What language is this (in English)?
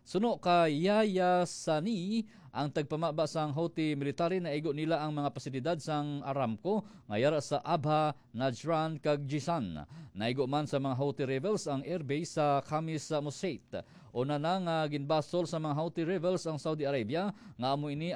Hiligaynon